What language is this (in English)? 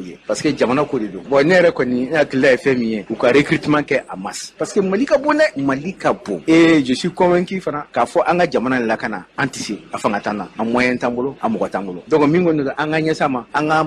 Bambara